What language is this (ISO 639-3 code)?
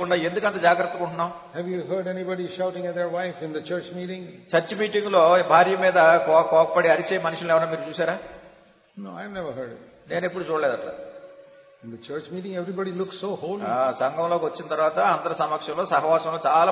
tel